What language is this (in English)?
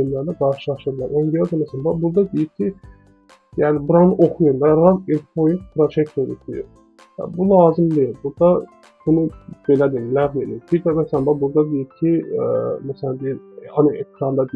Azerbaijani